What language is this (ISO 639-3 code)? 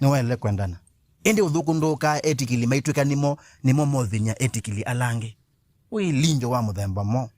kam